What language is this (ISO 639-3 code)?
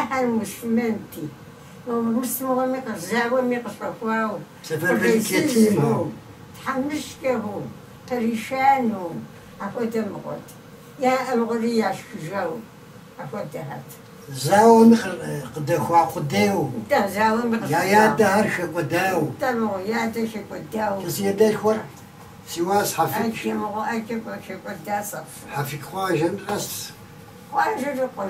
kbd